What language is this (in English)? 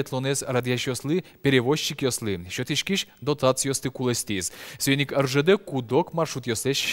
Udmurt